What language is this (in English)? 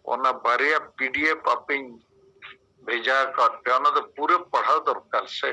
Santali